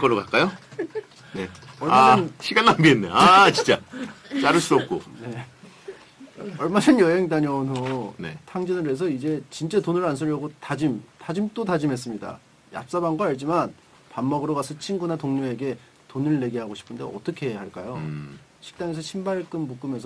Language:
Korean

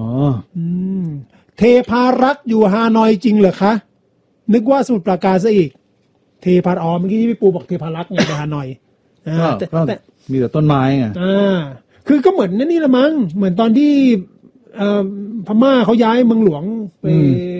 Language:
Thai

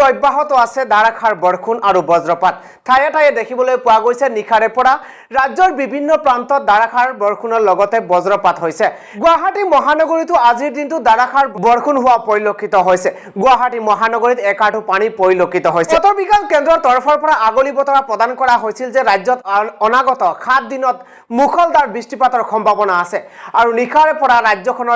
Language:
Assamese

